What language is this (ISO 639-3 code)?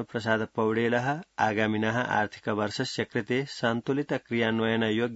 san